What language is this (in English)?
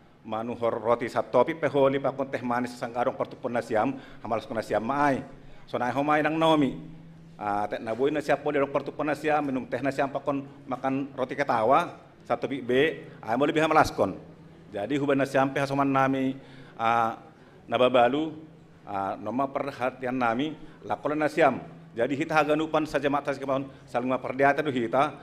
Batak Simalungun